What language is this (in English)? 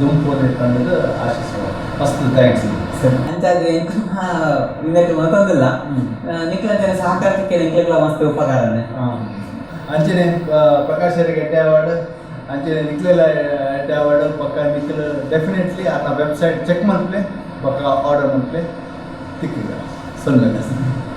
Tulu